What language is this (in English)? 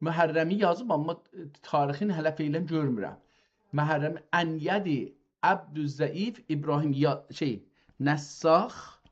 South Azerbaijani